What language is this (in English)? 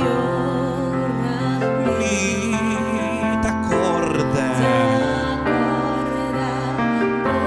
Papiamento